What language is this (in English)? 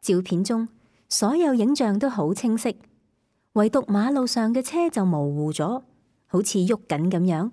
Cantonese